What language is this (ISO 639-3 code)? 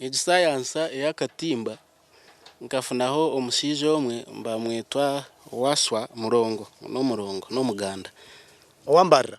nyn